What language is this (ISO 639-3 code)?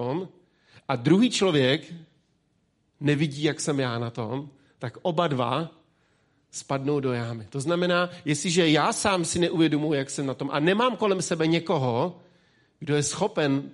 ces